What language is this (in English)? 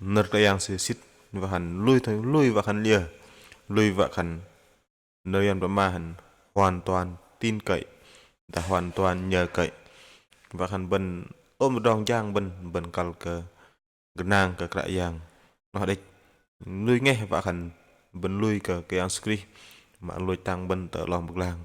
Bahnar